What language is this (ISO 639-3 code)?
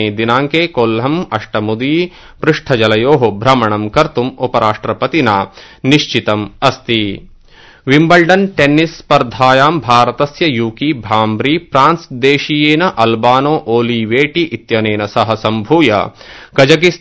san